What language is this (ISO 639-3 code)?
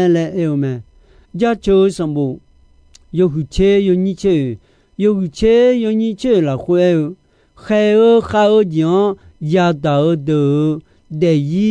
ahk